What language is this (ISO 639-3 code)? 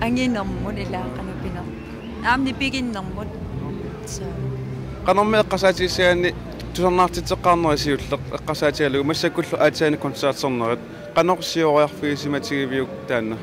kal